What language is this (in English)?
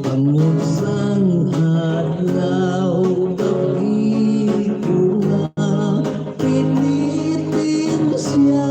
Hiligaynon